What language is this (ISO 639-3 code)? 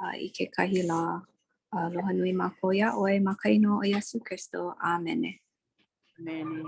haw